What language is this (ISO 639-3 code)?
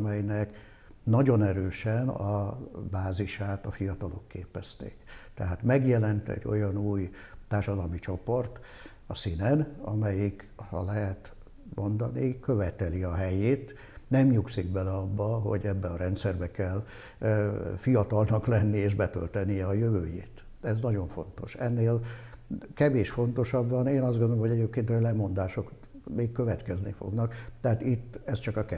hun